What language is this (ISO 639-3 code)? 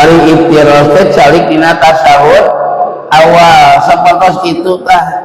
sun